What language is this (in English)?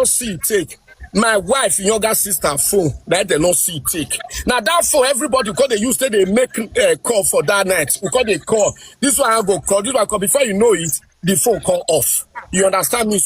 Nigerian Pidgin